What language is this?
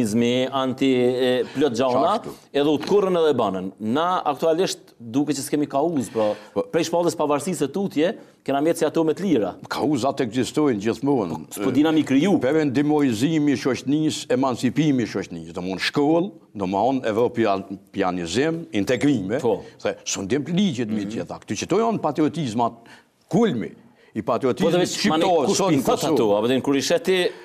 Albanian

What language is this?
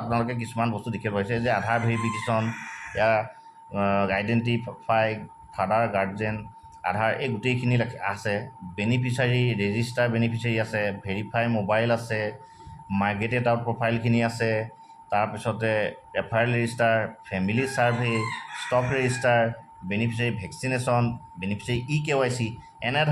Assamese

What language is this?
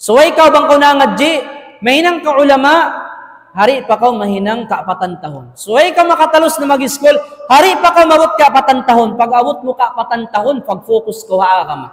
Tausug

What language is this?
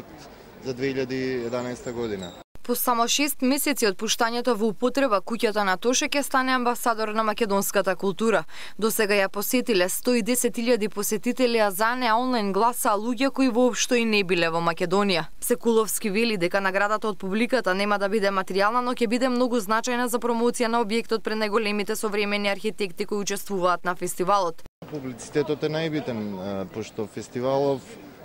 Macedonian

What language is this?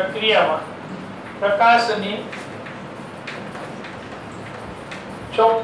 Gujarati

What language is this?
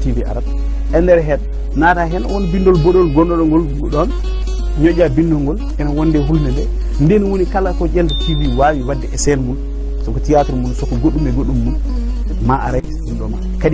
Fula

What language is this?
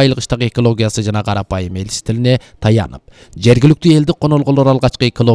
Kyrgyz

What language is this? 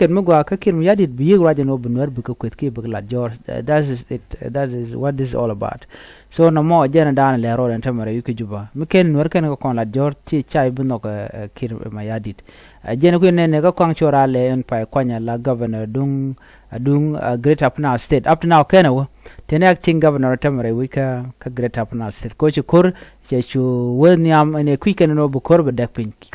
Nuer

